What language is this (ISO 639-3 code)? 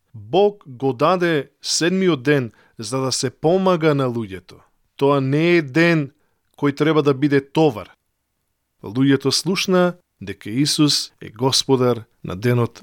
mkd